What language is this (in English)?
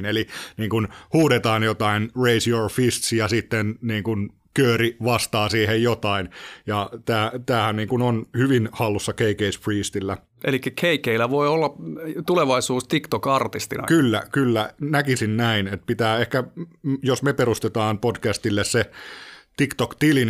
Finnish